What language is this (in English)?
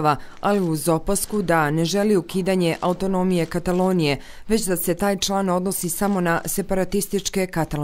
Bosnian